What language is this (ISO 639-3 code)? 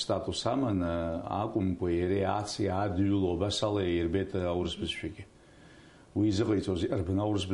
abk